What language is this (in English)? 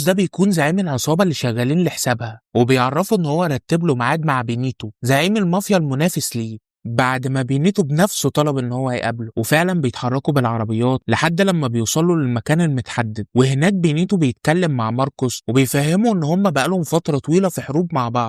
Egyptian Arabic